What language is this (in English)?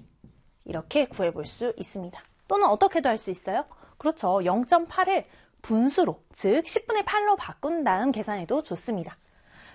Korean